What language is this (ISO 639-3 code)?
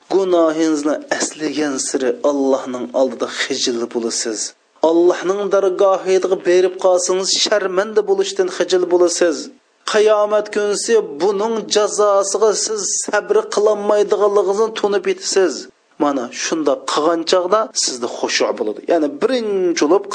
uig